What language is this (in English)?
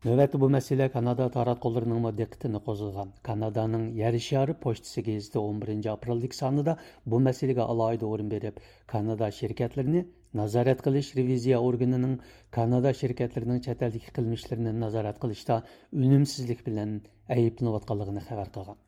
Uyghur